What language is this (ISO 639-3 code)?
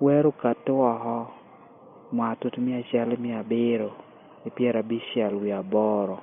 laj